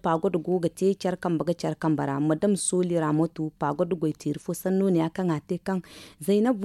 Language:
Zarma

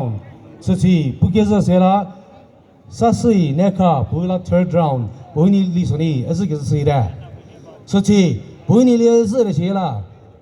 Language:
Chokri Naga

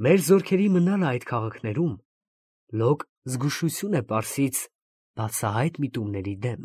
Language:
Armenian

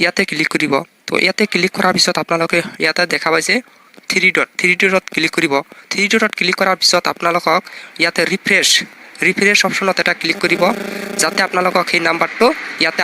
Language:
Assamese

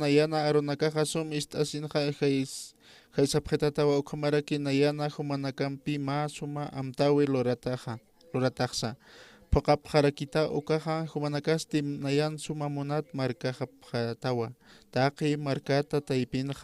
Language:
Aymara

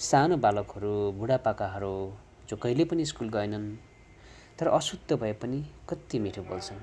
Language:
Nepali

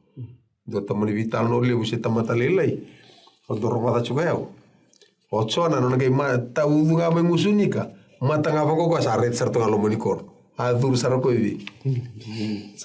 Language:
Fijian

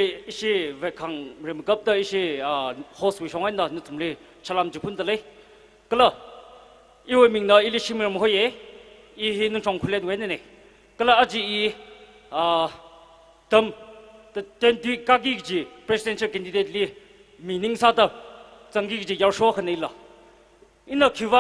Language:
Tangkhul Naga (India)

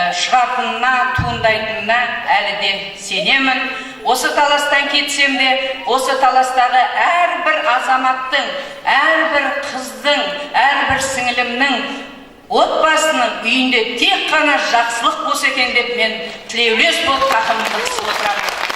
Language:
Kazakh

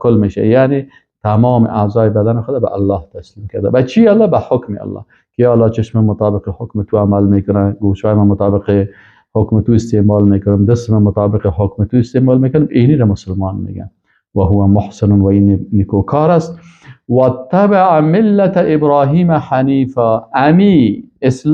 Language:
Persian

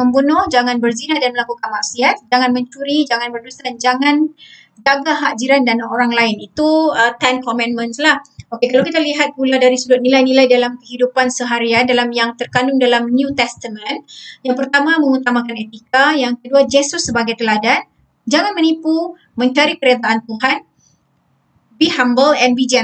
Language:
Malay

